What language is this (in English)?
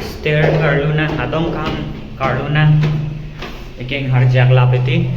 Karbi